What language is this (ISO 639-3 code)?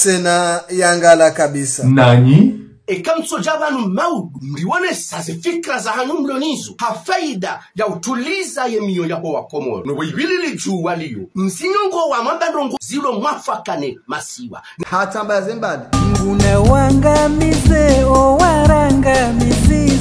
zdj